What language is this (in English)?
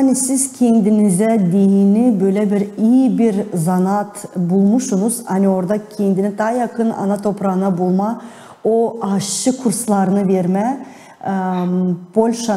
Gagauz